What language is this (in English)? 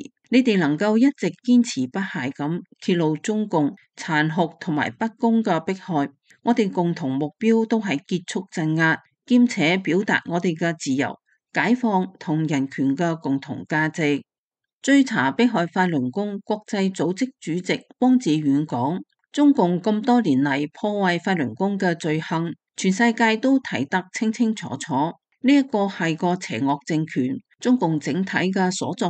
Cantonese